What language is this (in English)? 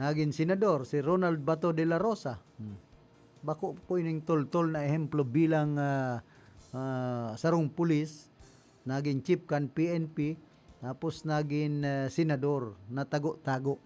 Bikol